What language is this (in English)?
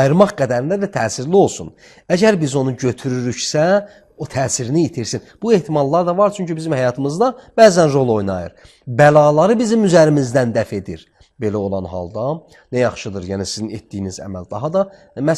Azerbaijani